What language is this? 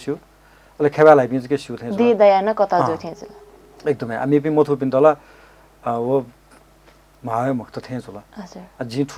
Newari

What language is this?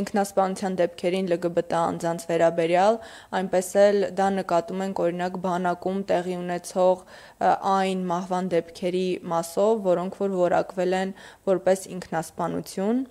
Armenian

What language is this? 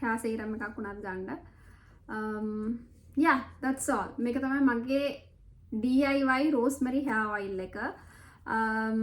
Sinhala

